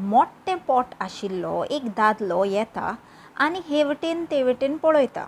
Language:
Konkani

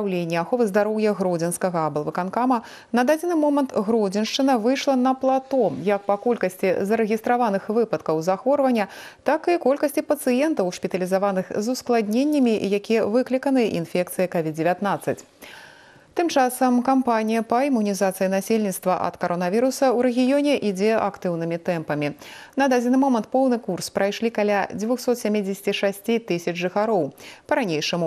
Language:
Belarusian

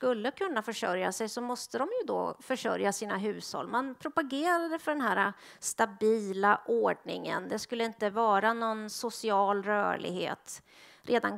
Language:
Swedish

